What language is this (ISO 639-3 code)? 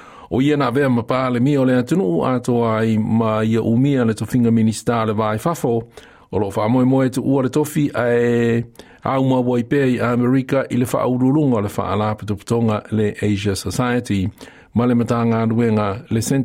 smo